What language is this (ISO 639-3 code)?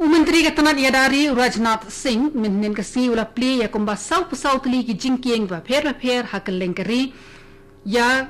kha